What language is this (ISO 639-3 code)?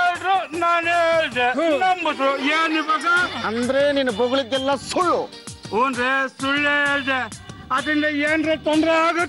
kan